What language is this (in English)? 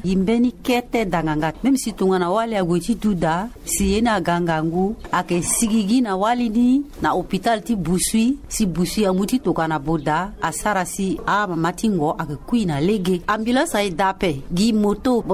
Sango